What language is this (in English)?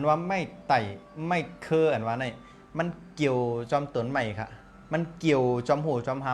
Shan